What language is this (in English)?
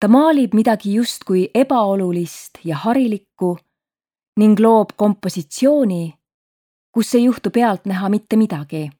Estonian